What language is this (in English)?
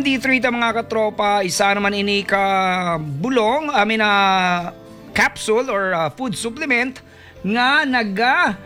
Hiligaynon